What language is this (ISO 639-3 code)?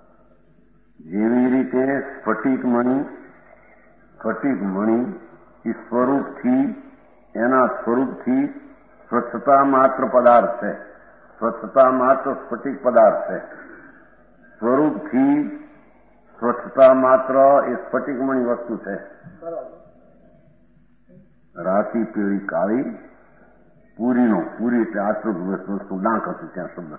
guj